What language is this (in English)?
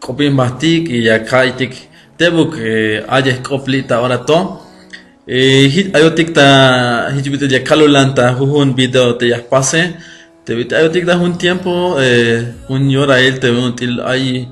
Tzeltal